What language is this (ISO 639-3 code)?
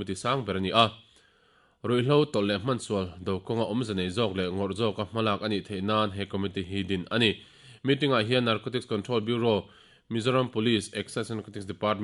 lus